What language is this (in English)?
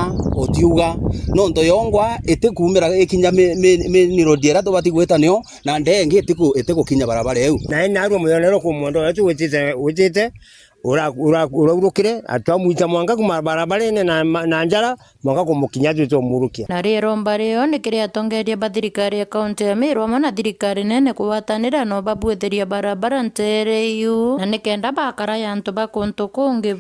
Meru